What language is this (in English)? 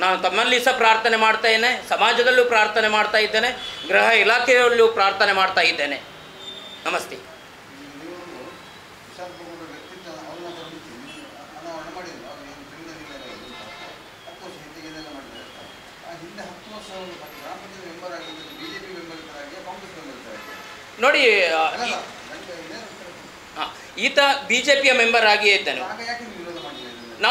Kannada